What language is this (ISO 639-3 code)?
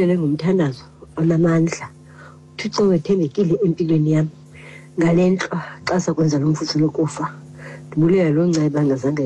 xho